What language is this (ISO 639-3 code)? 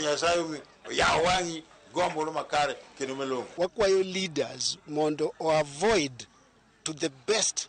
luo